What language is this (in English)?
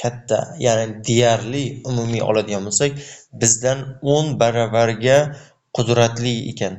Uzbek